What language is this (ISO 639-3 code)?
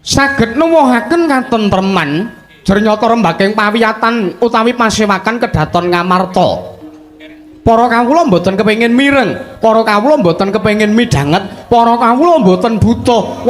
jav